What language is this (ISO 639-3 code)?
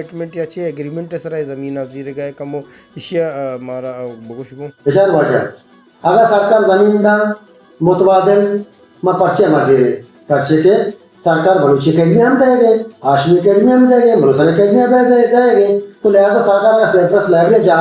bal